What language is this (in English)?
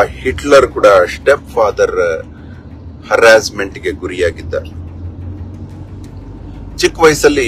Kannada